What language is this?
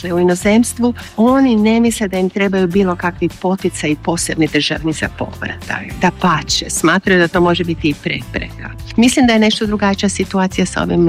Croatian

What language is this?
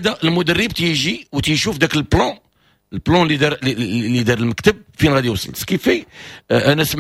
Moroccan Arabic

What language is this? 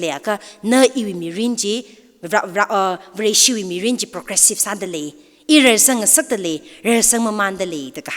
Tangkhul Naga (India)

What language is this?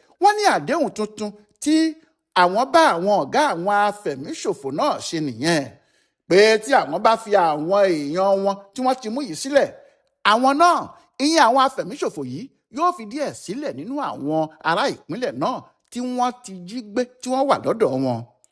Yoruba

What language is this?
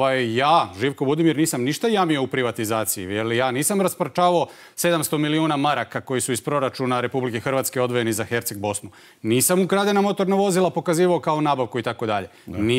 Croatian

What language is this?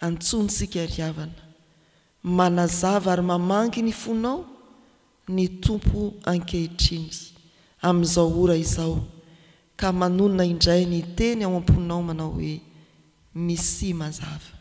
Malagasy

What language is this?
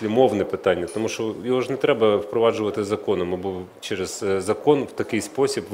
Ukrainian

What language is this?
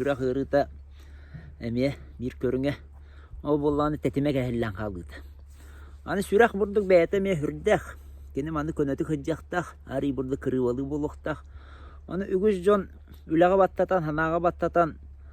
Yakut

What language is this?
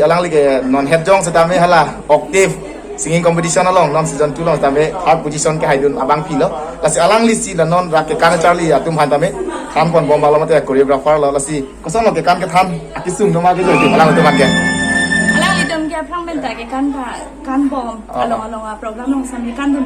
Karbi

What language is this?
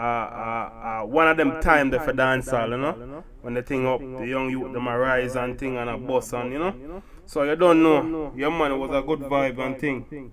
Jamaican Creole English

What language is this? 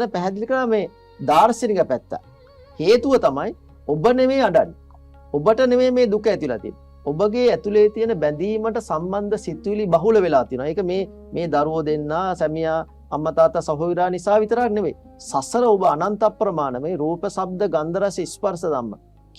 Sinhala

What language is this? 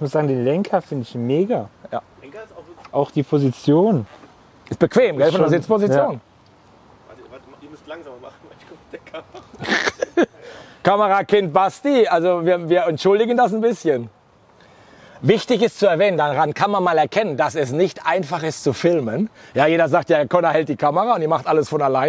German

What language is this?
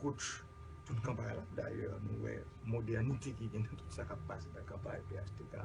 Haitian Creole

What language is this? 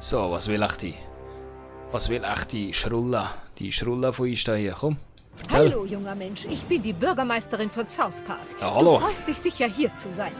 Swiss German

